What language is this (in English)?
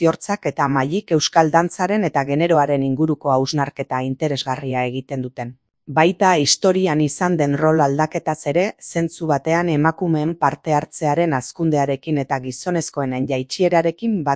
Basque